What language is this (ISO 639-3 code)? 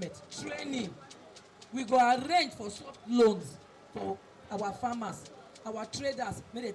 pcm